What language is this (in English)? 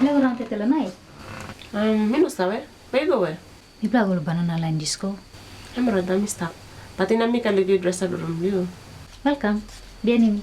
Tok Pisin